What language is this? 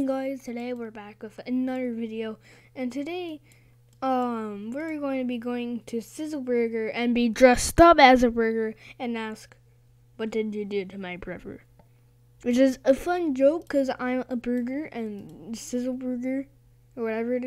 English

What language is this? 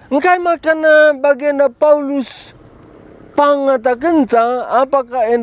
Batak Karo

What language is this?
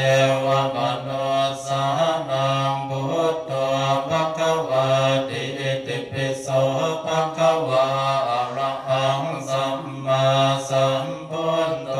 Pali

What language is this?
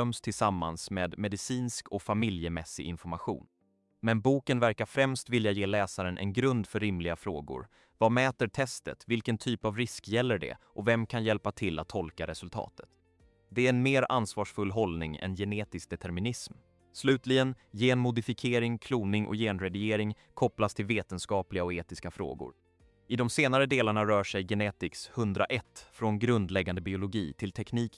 Swedish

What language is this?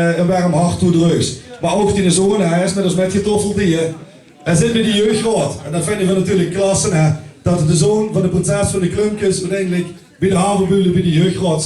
Limburgish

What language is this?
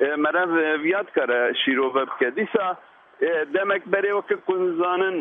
Kurdish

